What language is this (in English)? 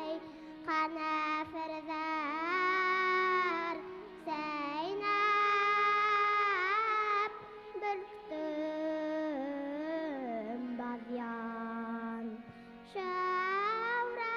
Bashkir